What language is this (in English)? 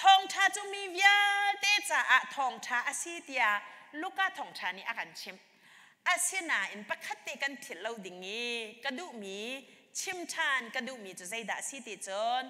Hakha Chin